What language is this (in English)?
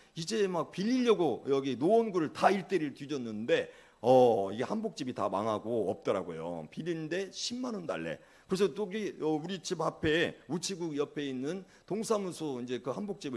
Korean